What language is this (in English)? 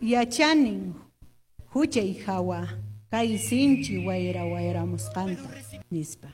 Quechua